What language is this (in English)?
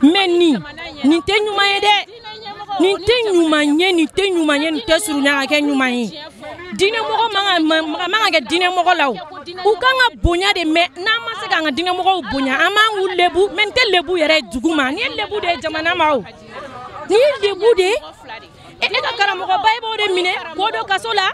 Bambara